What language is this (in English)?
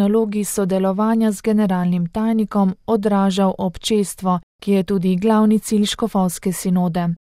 Slovenian